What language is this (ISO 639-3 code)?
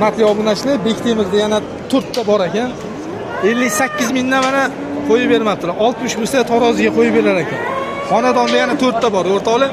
uzb